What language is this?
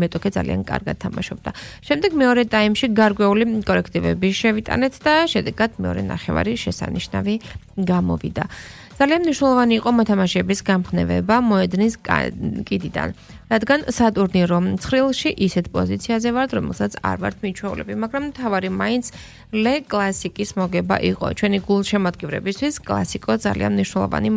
Georgian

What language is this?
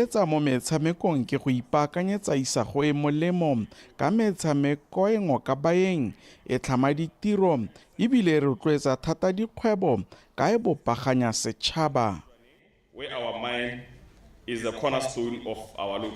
Tswana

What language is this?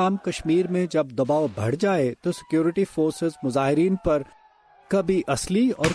Urdu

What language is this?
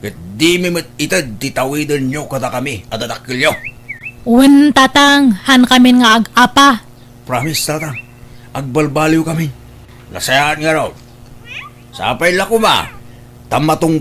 Iloko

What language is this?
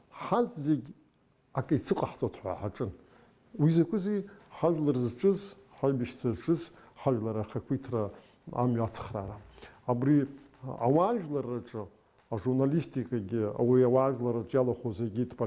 Abkhazian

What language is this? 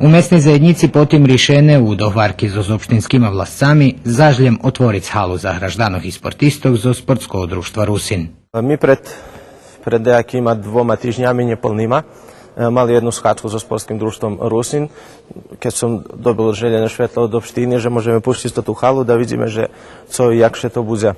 Rusyn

